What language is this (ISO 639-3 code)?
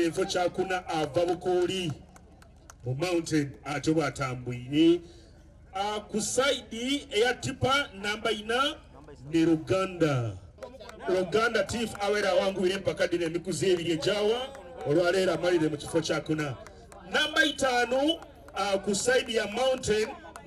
xog